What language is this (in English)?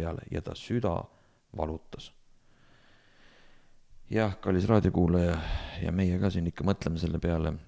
Estonian